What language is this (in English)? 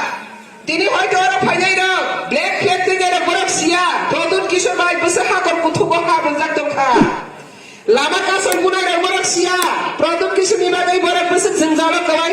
Kok Borok